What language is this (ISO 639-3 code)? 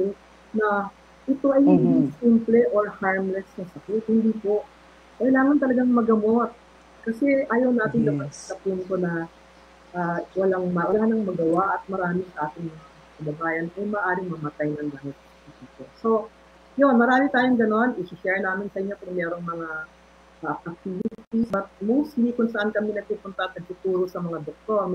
fil